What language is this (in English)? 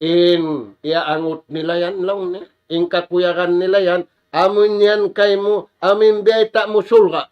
Tausug